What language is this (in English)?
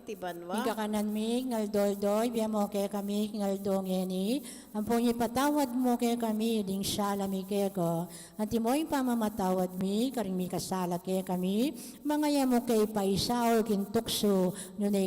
Pampanga